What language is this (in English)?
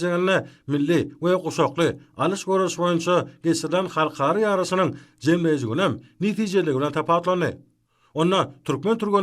Turkmen